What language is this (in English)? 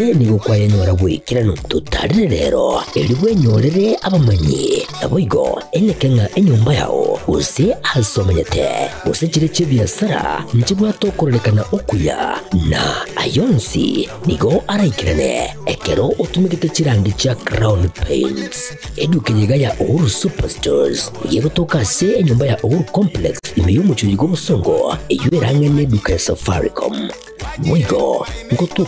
Gusii